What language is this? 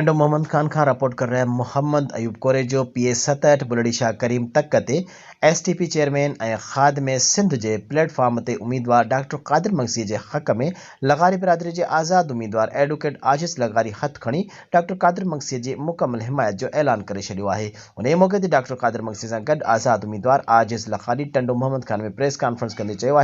Sindhi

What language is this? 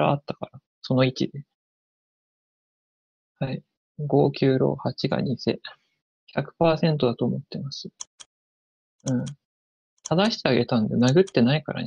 Japanese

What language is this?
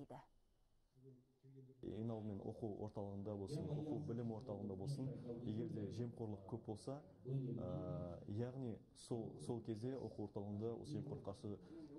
Kazakh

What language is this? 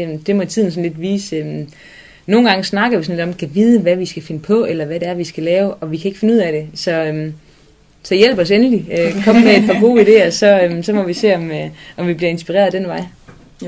Danish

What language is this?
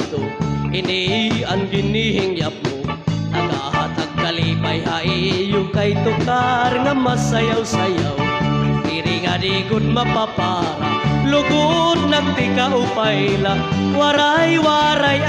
Waray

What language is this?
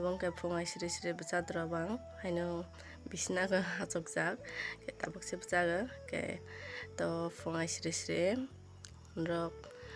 Kok Borok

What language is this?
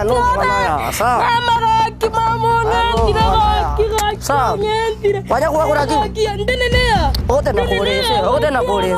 Gusii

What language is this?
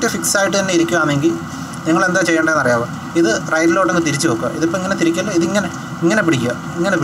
Malayalam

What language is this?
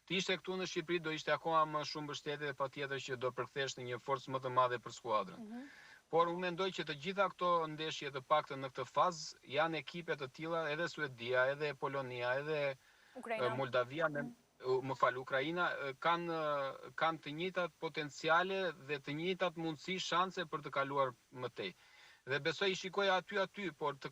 Albanian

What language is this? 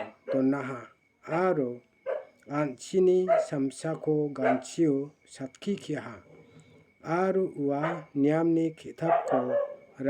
Garo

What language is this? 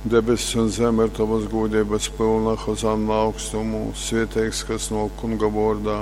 Latgalian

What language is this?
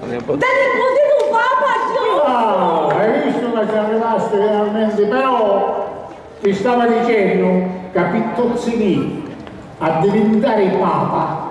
Sicilian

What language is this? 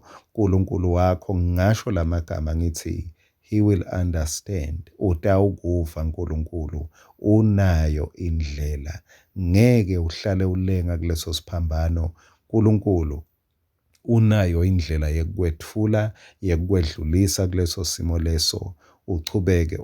Swati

